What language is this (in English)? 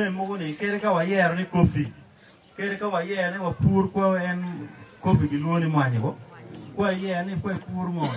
Acoli